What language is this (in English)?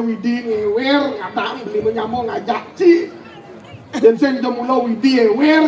Balinese